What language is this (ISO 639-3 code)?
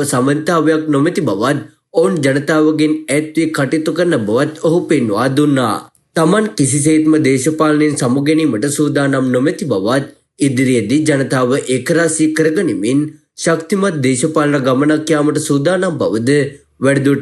sin